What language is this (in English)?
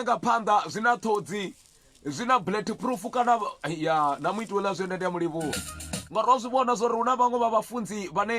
Venda